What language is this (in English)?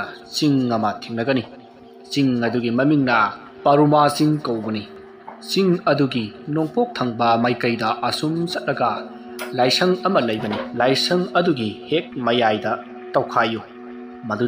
Manipuri